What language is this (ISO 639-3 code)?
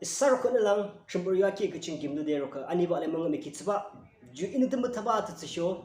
yim